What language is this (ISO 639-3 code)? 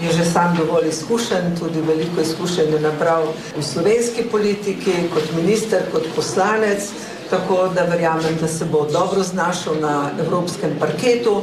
slv